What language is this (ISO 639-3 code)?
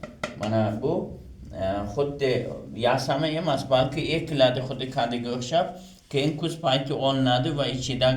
uzb